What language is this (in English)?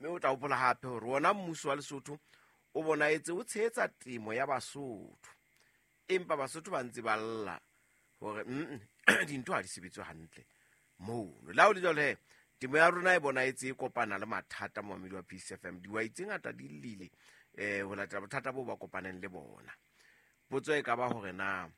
Southern Sotho